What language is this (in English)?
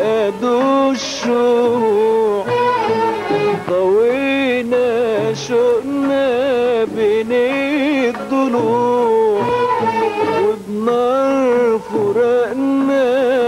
Arabic